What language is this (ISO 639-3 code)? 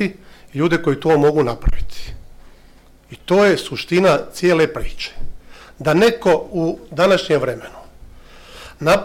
bos